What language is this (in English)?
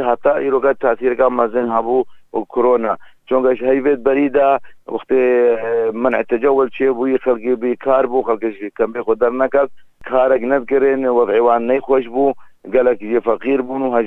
Kurdish